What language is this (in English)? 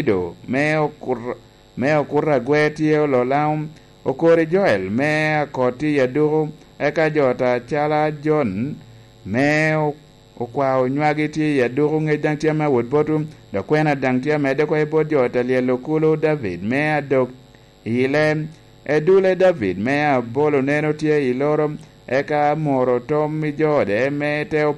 Lango (Uganda)